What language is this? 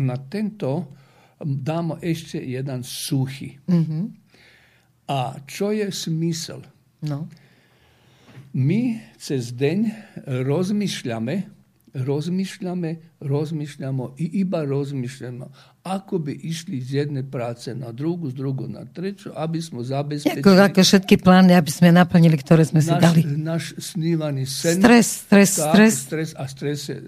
Slovak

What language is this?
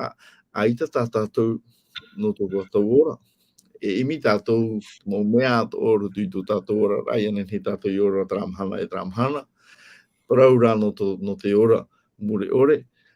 Tahitian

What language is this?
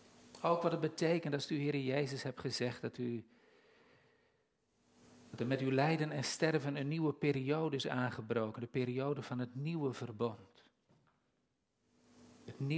Dutch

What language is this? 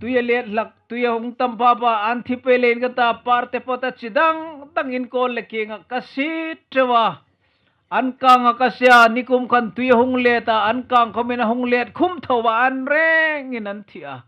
Hmar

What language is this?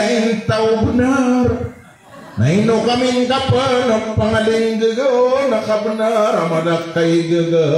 Maranao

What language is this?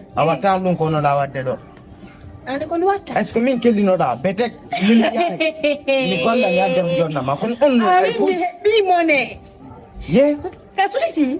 Fula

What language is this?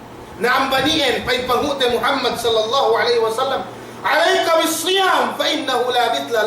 Yakan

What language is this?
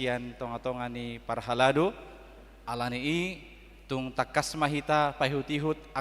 Batak Toba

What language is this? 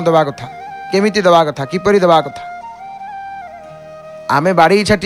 Odia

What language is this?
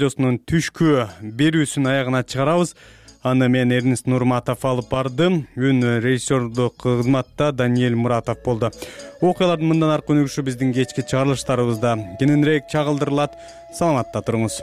Kyrgyz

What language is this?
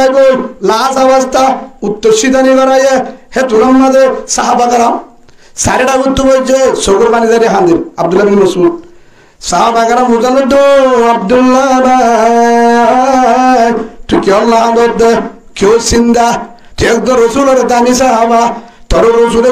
Rohingya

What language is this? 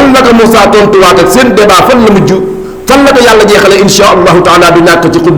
Wolof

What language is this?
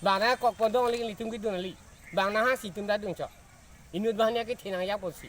Karbi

